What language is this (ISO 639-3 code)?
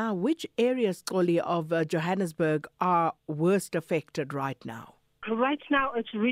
eng